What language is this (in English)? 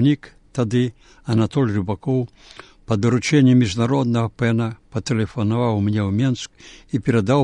Belarusian